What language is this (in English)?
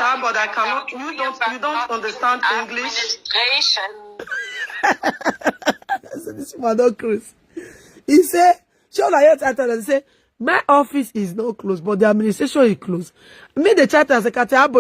Nigerian Pidgin